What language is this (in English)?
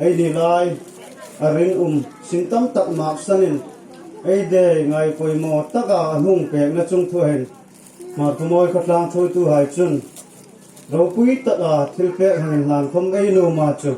Hmar